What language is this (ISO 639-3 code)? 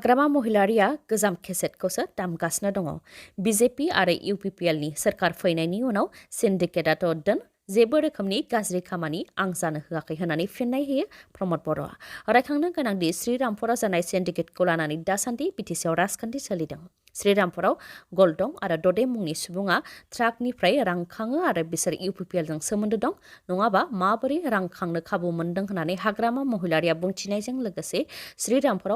brx